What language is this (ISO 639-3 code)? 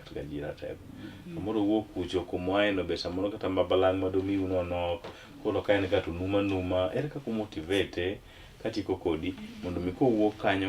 luo